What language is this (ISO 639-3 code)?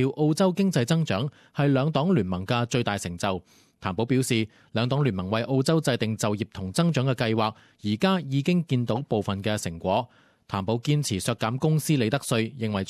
yue